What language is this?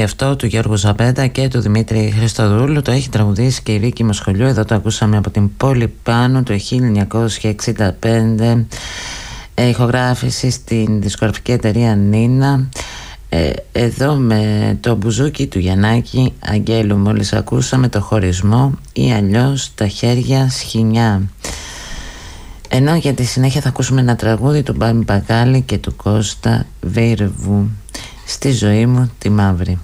Greek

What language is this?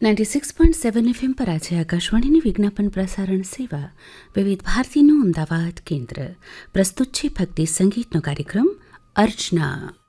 Gujarati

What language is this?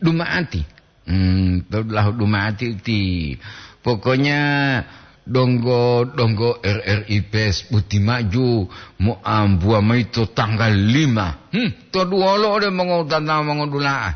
Gorontalo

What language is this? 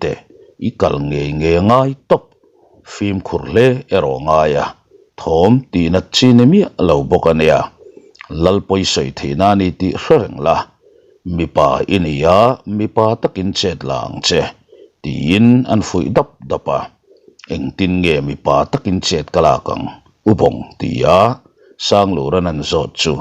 Mizo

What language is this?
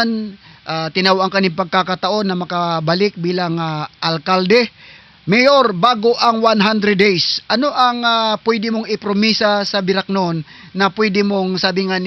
Southern Catanduanes Bikol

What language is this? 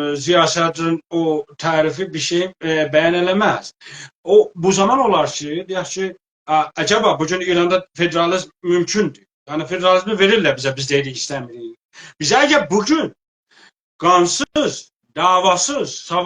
South Azerbaijani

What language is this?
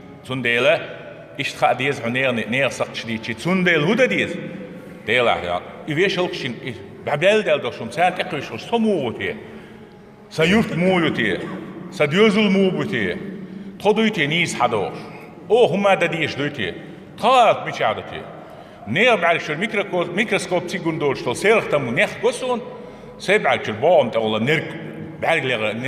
Chechen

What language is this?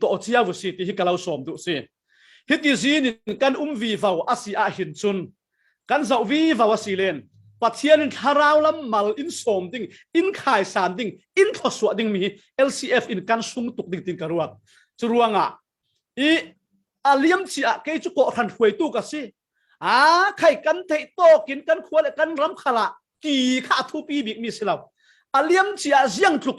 Falam Chin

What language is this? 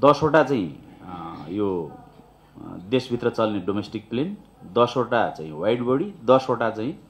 Nepali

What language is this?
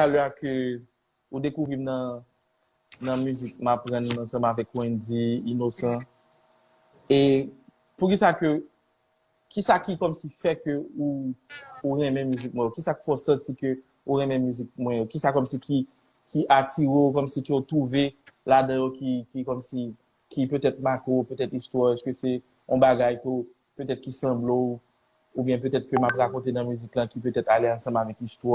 Haitian Creole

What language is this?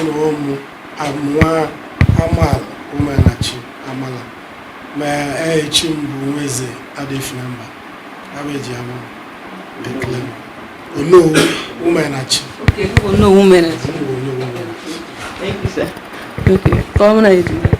Igbo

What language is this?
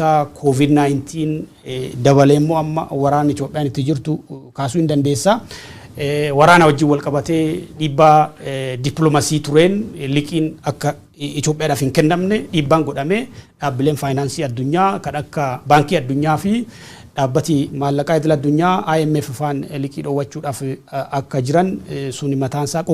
Oromo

